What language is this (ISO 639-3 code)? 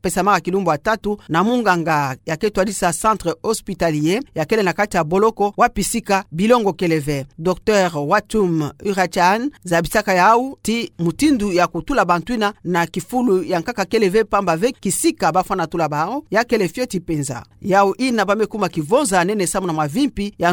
ktu